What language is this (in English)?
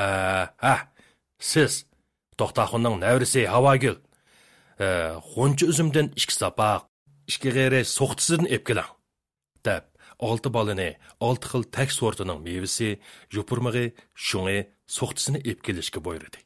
Uyghur